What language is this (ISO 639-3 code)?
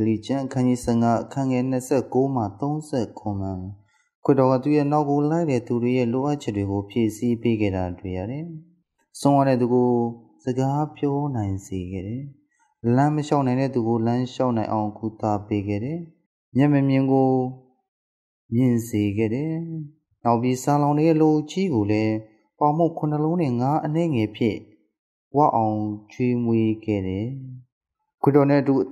mya